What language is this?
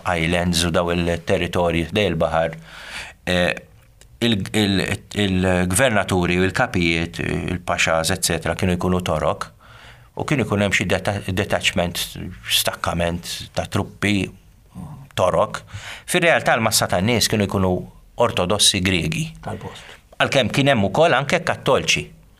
Maltese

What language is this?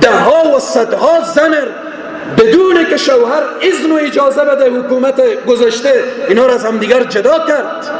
Persian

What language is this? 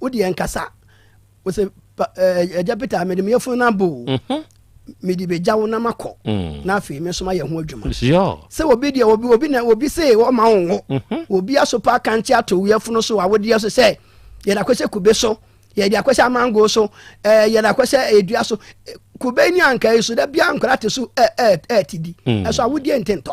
Akan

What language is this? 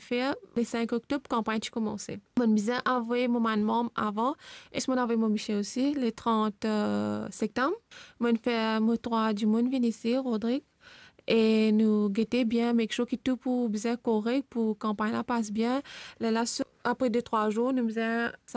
Morisyen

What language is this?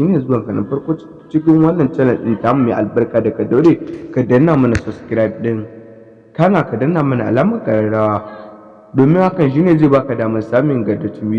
Hausa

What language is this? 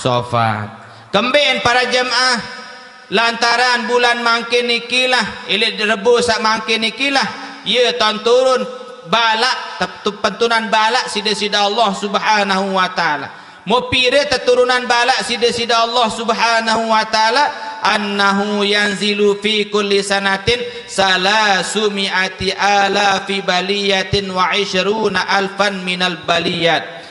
Sasak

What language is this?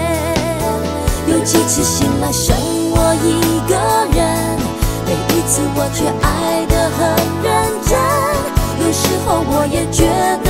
Chinese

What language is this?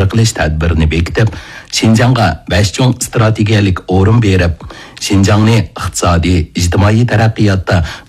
Uyghur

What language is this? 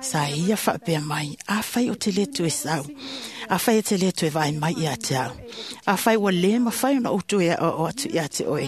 Samoan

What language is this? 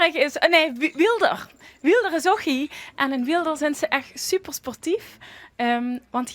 Limburgish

